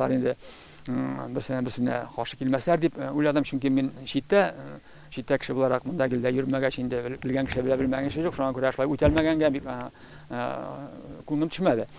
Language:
Tatar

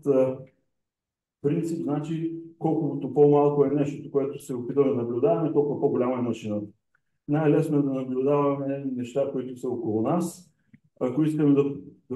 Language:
Bulgarian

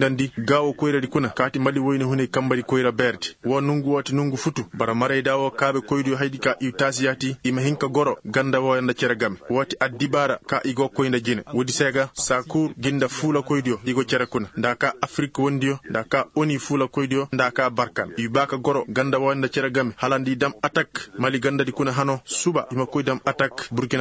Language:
Koyraboro Senni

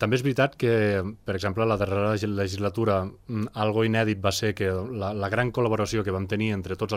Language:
Catalan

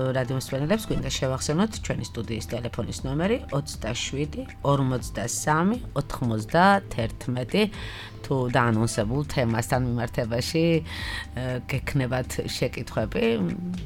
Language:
Georgian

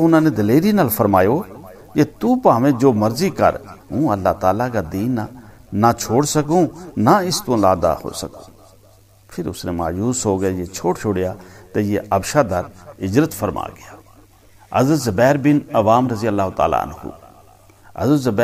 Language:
Gujari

